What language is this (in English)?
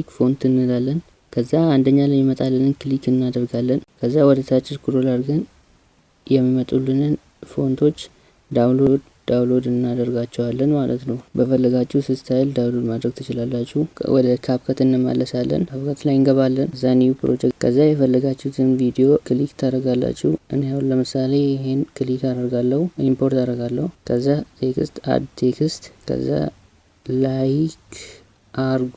Amharic